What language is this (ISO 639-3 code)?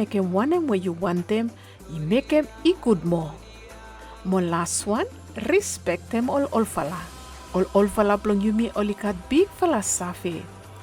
bis